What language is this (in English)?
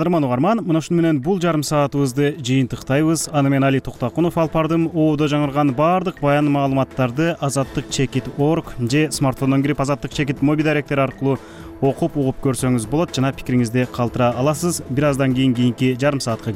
Kyrgyz